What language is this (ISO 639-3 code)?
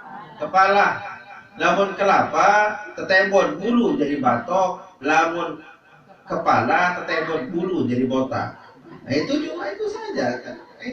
sas